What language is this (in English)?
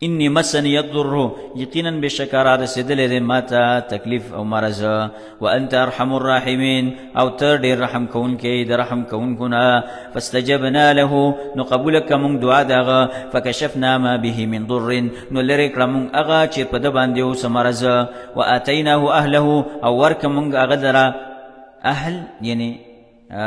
Pashto